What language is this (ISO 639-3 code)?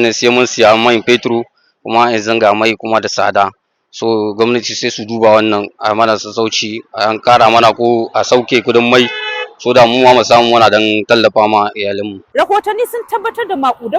hau